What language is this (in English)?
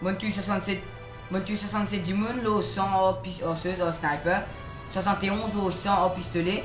Morisyen